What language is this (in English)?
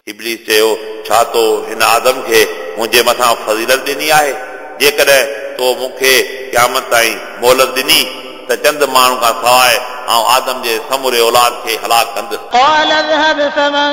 Sindhi